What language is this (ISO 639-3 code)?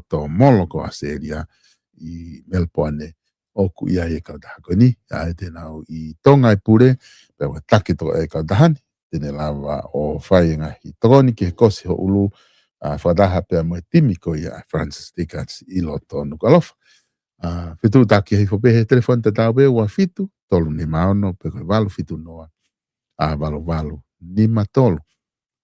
ton